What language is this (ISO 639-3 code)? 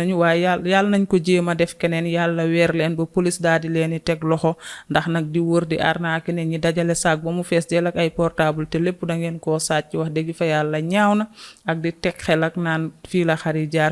wol